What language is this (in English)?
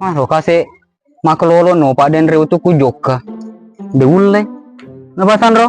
Buginese